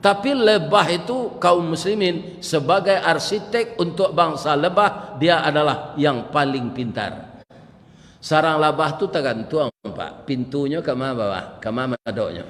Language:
Minangkabau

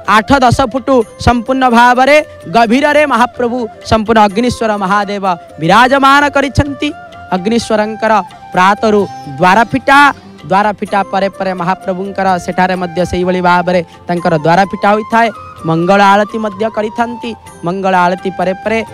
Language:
Odia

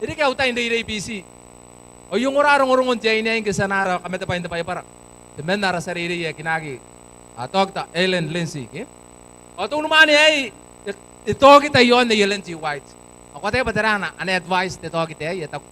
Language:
Gilbertese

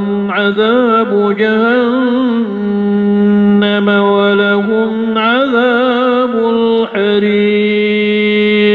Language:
Maranao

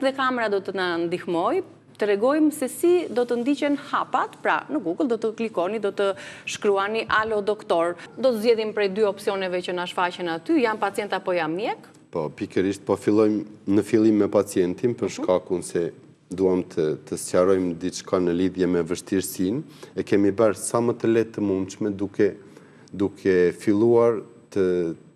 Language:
Albanian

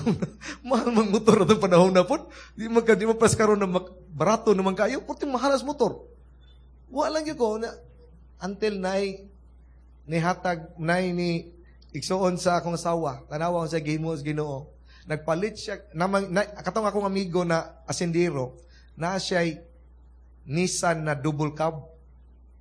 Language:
Cebuano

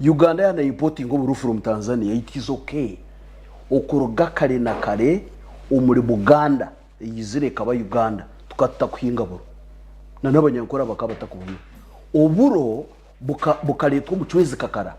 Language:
Nyankole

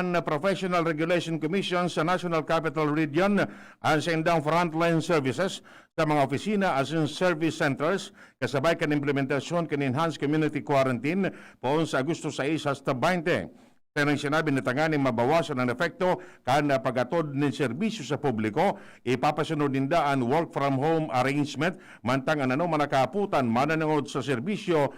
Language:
Bikol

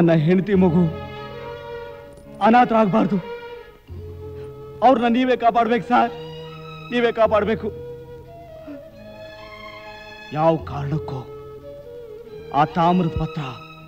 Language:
Kannada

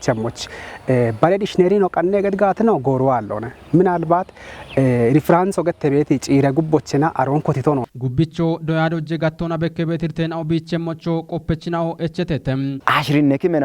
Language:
Kafa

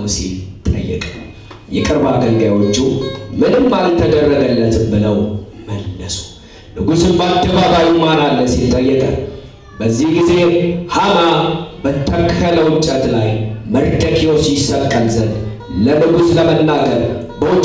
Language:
Amharic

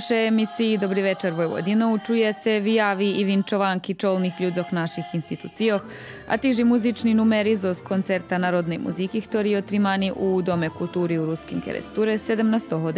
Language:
Rusyn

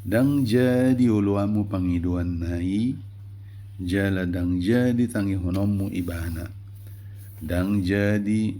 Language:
Batak Toba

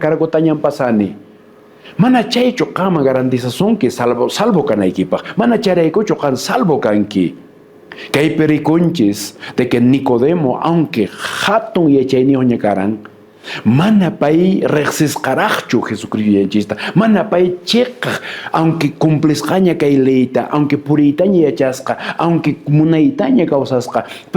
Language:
Quechua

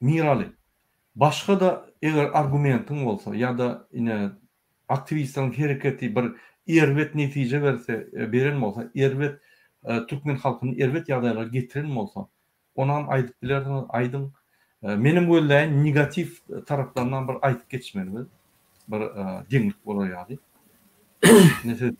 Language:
Turkmen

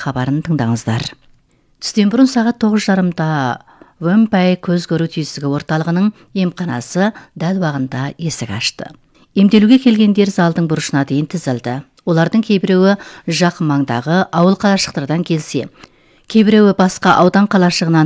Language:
Kazakh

